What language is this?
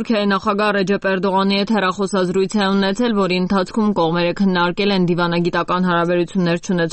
Armenian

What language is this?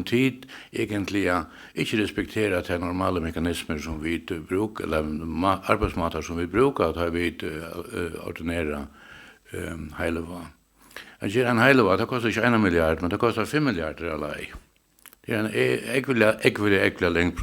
Faroese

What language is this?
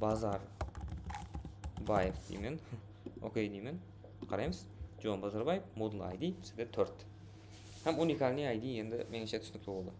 Kara-Kalpak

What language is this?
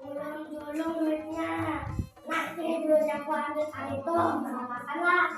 Banjar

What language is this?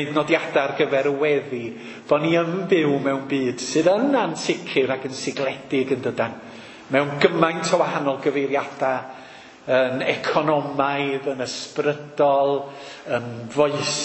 Welsh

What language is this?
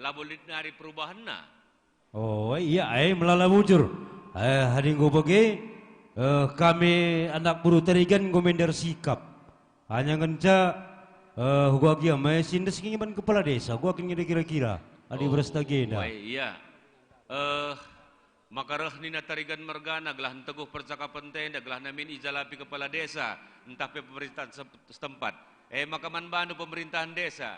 Batak Karo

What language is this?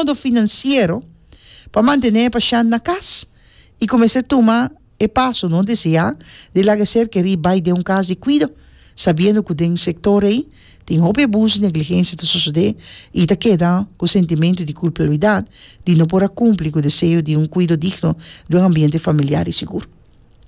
Papiamento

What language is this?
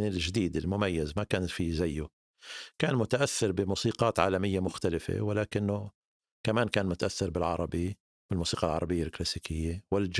North Levantine Arabic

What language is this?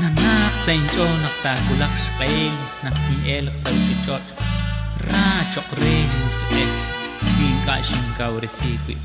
Kekchí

